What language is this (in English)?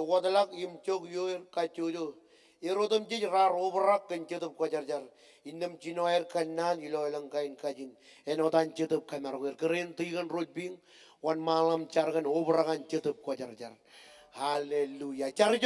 Marshallese